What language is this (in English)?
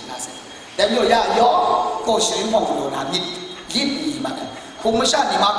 Kachin